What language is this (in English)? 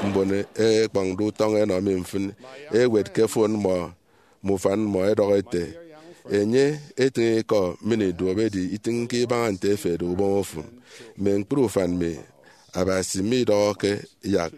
Efik